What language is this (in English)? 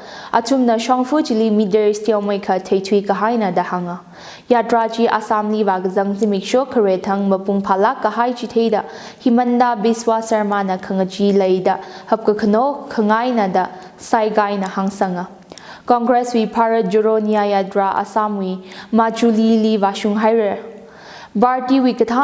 Tangkhul Naga (India)